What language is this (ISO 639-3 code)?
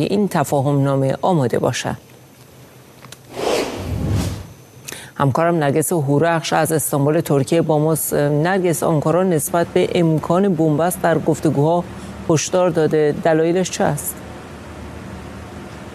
fas